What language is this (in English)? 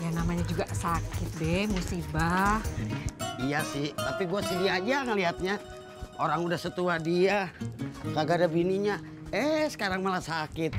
Betawi